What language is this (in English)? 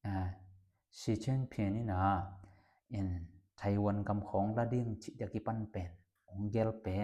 Tedim Chin